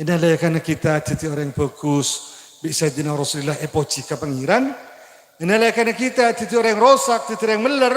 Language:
Madurese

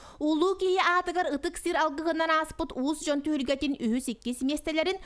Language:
Yakut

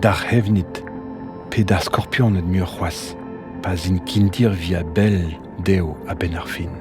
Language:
Breton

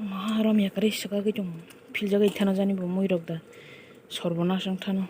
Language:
Kok Borok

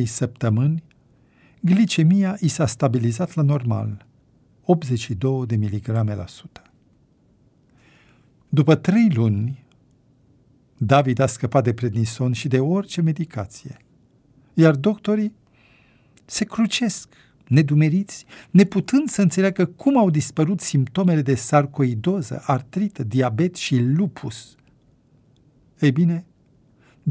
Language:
Romanian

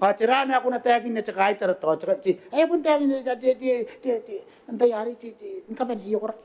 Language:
Gilbertese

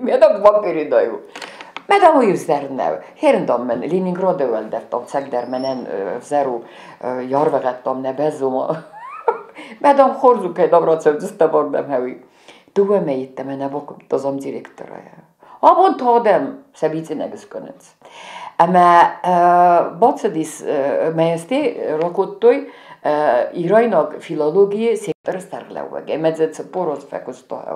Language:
Ossetic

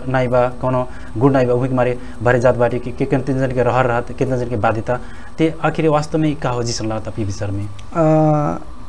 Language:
Bhojpuri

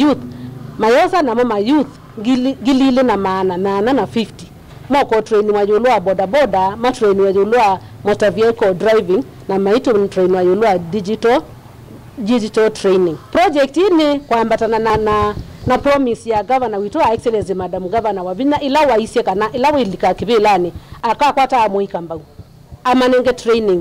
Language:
Kamba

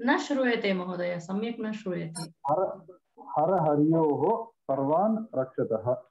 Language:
Sanskrit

